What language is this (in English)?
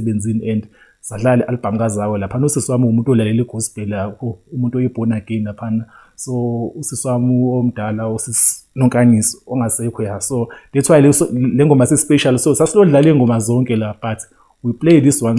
Zulu